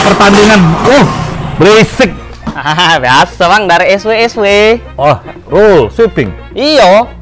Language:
Musi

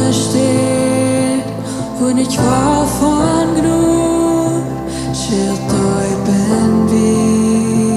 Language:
Plautdietsch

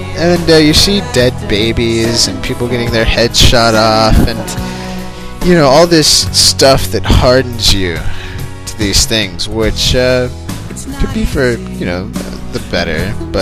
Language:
English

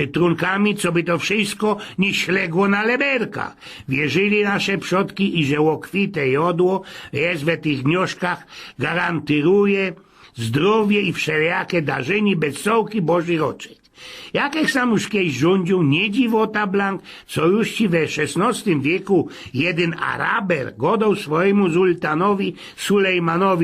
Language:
Silesian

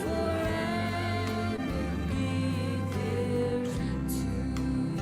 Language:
Gilbertese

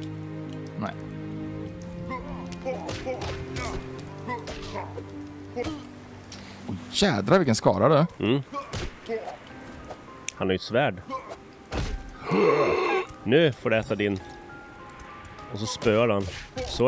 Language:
Swedish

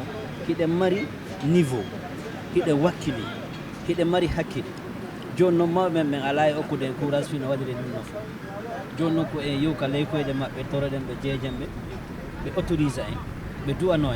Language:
Fula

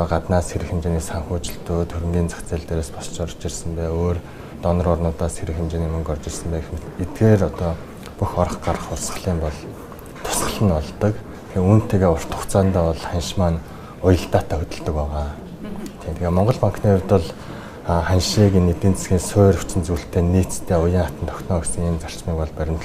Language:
Mongolian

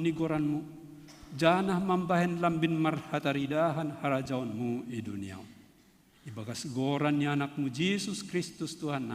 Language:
Batak Simalungun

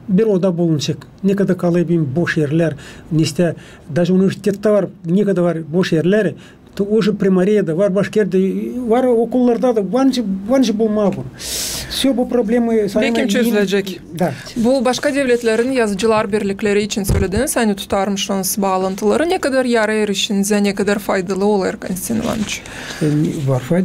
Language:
Gagauz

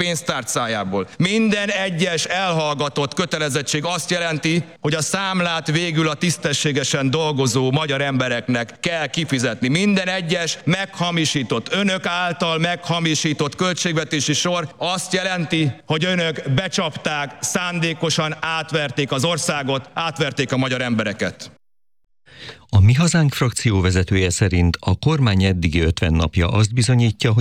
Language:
Hungarian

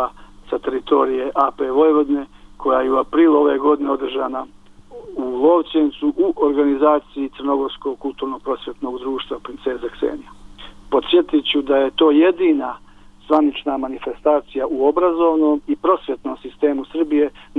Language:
Bosnian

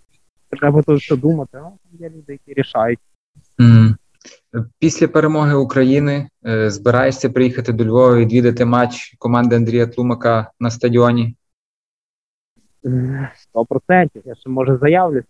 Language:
Ukrainian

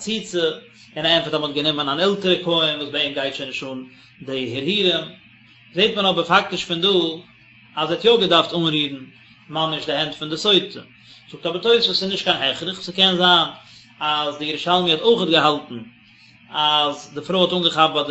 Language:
Yiddish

